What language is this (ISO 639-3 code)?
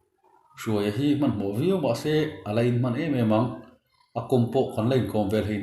lus